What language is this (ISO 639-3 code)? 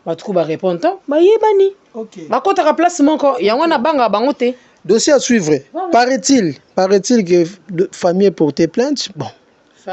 lin